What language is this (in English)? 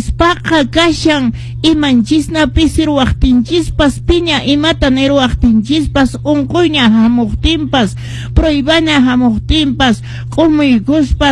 Quechua